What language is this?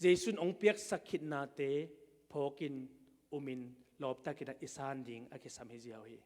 Tedim Chin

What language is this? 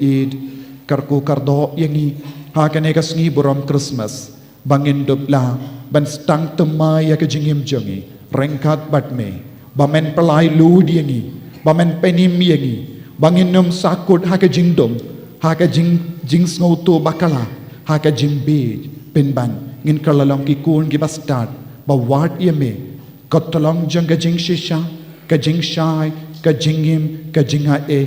Khasi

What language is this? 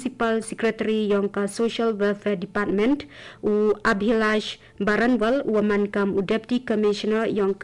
Khasi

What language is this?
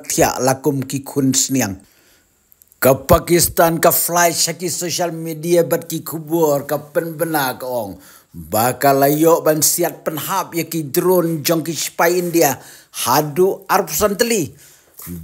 Khasi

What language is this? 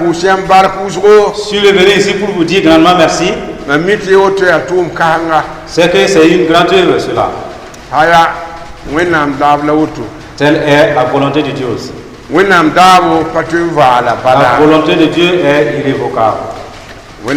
Mossi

